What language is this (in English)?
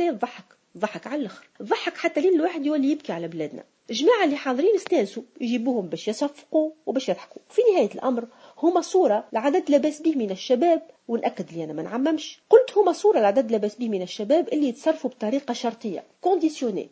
Tunisian Arabic